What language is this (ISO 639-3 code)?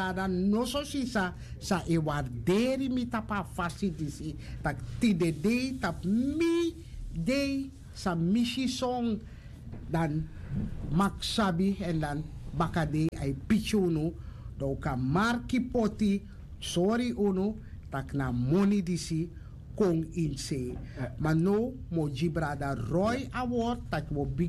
srn